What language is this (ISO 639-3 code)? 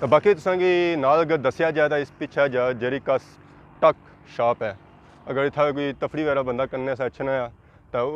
phr